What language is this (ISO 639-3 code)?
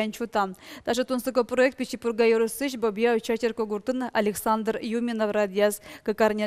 udm